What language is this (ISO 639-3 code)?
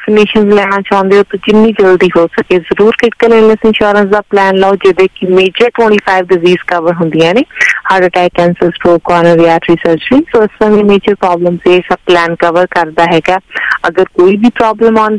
pan